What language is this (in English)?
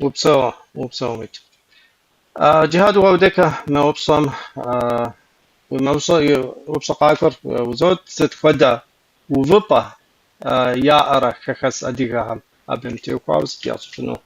Kabardian